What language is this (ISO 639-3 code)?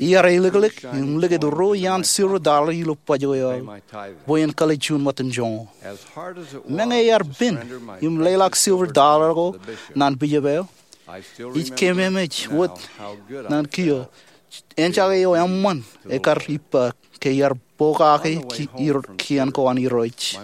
mah